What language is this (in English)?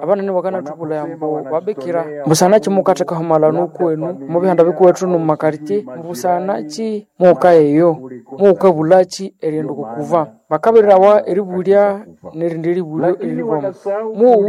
Nande